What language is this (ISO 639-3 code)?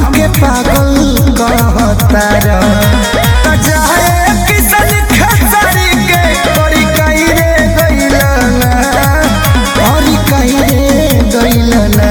bho